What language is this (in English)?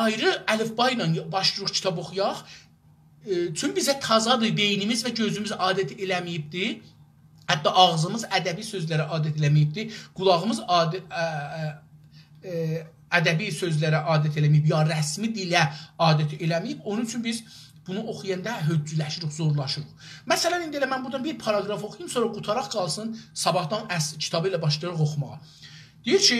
South Azerbaijani